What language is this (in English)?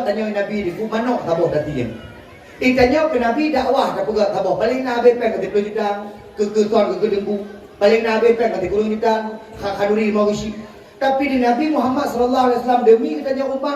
Achinese